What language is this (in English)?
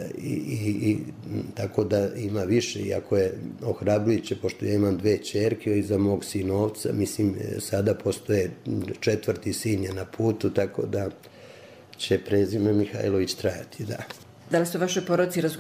Serbian